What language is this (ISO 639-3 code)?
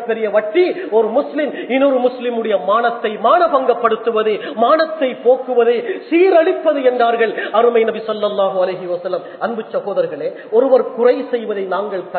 tam